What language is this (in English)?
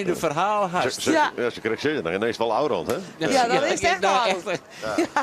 Western Frisian